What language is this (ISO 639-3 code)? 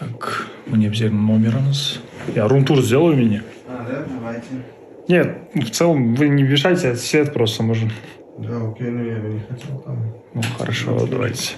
kaa